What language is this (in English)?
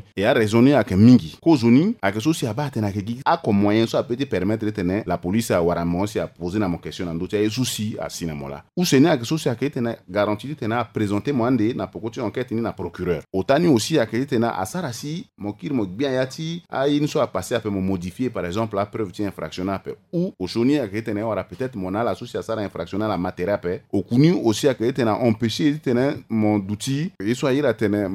Sango